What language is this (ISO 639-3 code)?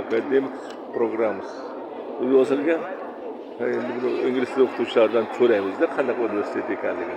uzb